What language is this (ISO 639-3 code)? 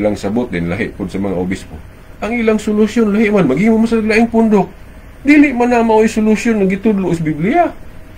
ceb